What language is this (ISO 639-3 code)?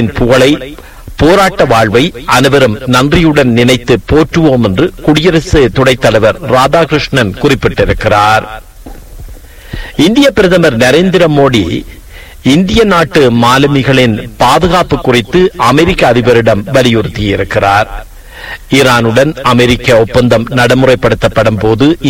tam